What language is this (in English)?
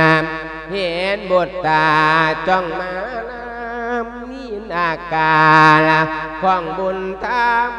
Lao